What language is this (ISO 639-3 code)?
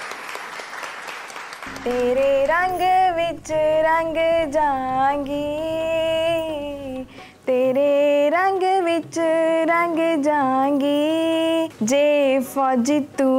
pan